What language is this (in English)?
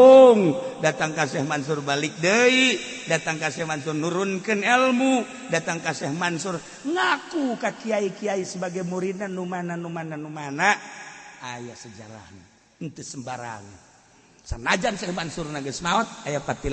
Sundanese